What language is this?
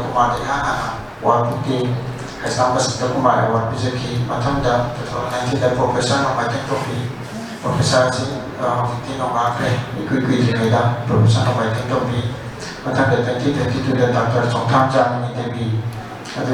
Manipuri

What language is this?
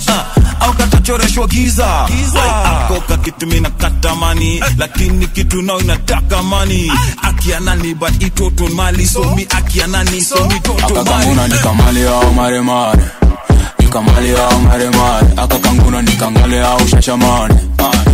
Swahili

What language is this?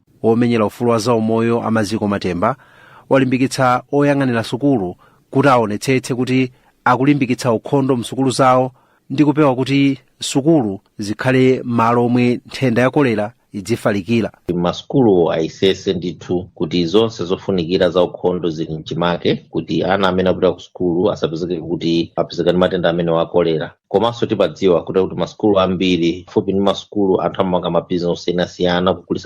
Nyanja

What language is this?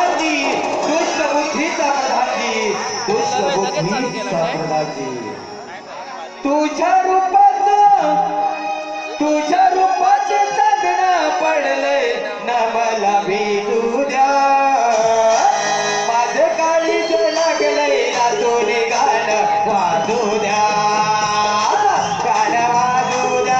Marathi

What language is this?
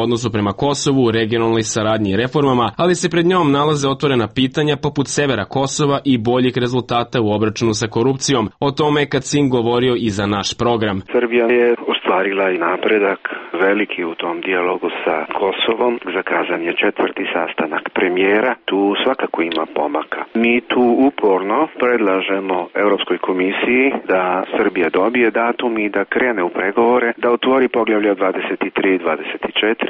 Serbian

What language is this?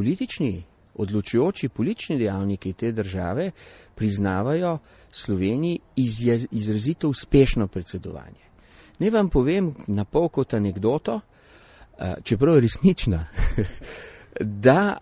Slovenian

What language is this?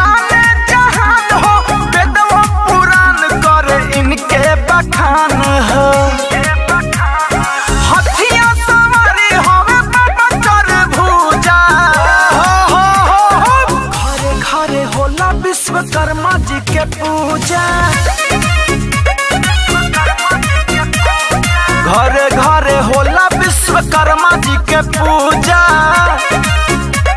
Bhojpuri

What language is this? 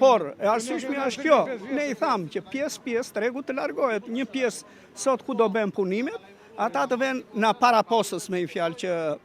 Albanian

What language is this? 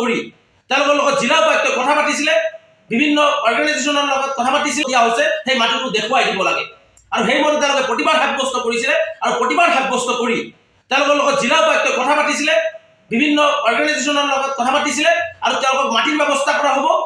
Assamese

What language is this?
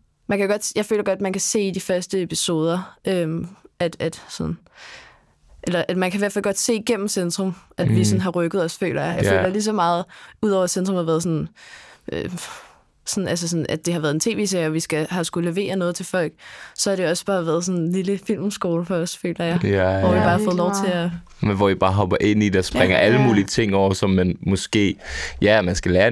Danish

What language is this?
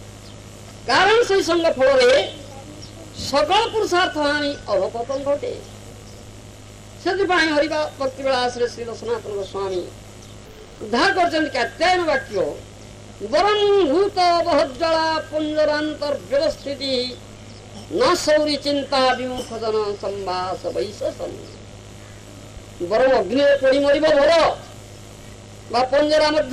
Odia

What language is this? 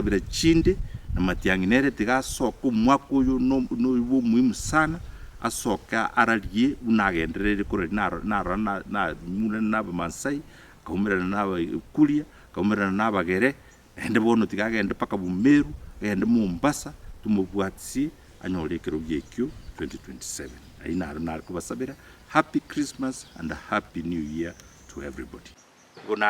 Gusii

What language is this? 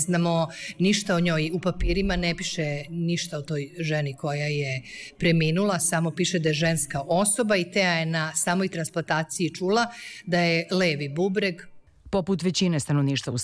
Serbian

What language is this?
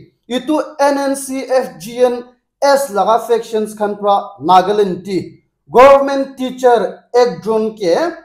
Naga Pidgin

